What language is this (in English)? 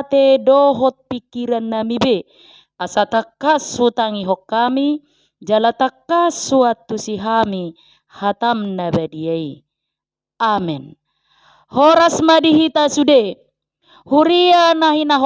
Batak Toba